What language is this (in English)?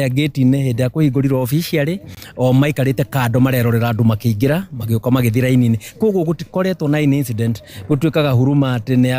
Kikuyu